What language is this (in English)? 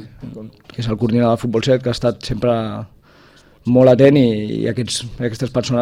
Catalan